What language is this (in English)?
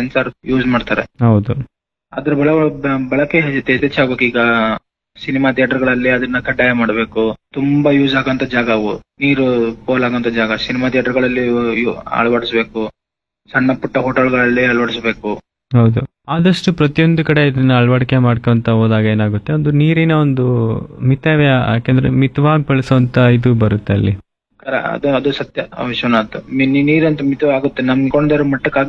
Kannada